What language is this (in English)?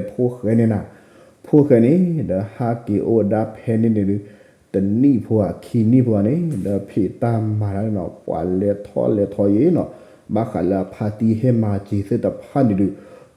S'gaw Karen